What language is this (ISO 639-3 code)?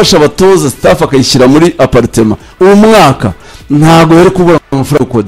kin